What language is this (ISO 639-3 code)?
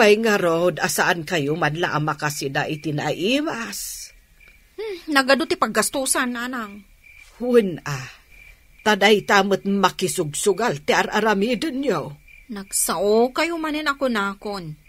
ilo